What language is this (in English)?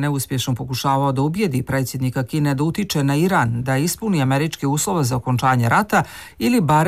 Bosnian